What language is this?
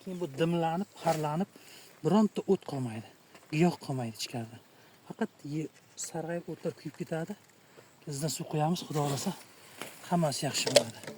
Uzbek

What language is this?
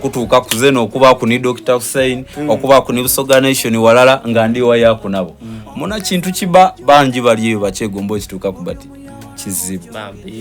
Soga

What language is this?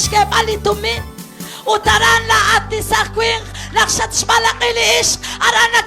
Kekchí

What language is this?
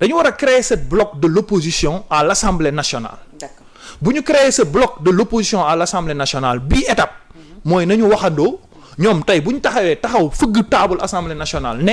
Wolof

